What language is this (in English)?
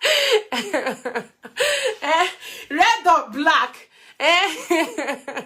Nigerian Pidgin